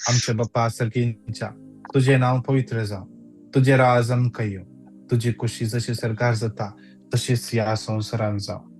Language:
Konkani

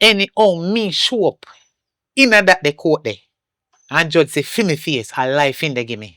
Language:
Jamaican Creole English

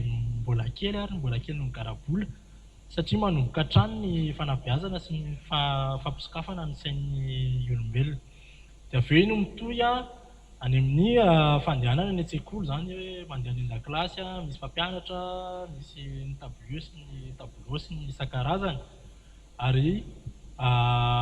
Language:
Malagasy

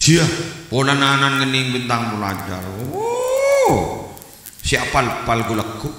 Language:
Madurese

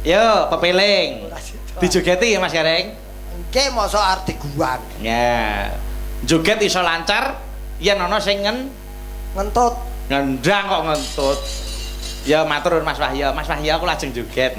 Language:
Javanese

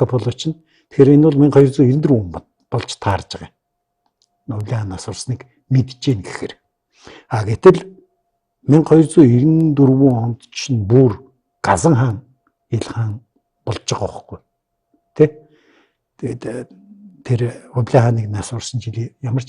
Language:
Mongolian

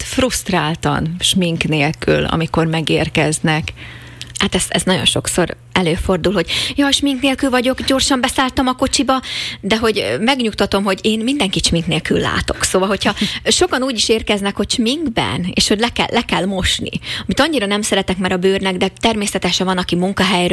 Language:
Hungarian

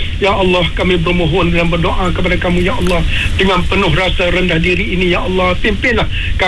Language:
Malay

